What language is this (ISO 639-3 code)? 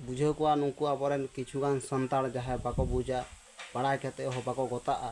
sat